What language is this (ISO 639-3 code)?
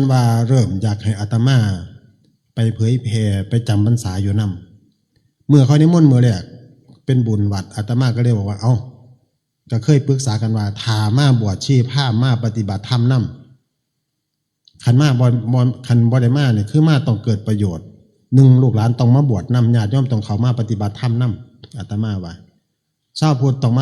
tts